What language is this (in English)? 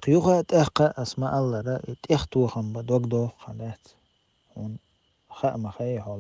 Chechen